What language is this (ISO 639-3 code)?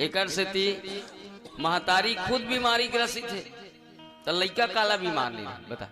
hne